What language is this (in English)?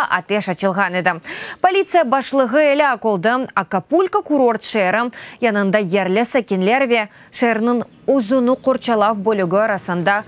Crimean Tatar